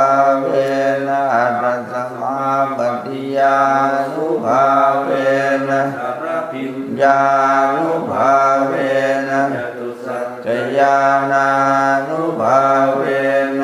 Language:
Pali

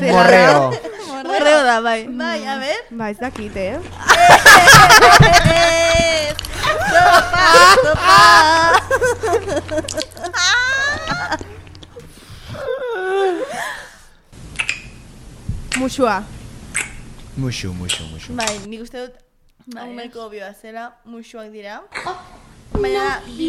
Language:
Basque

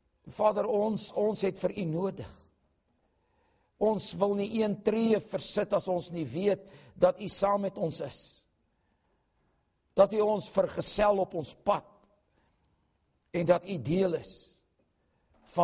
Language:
Afrikaans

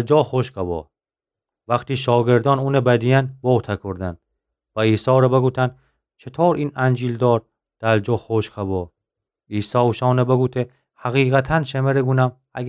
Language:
Gilaki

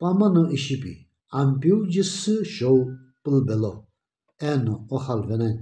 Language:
Sumi Naga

